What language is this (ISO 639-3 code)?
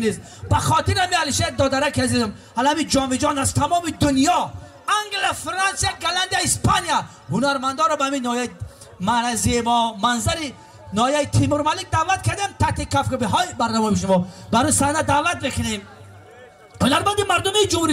tgk